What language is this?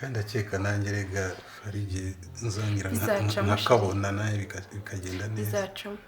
Kinyarwanda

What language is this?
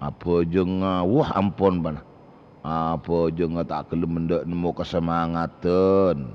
Madurese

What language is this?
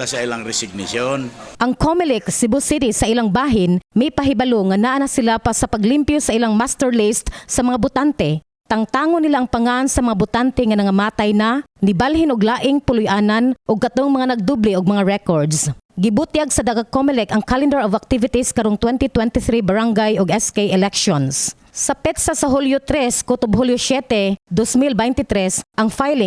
Cebuano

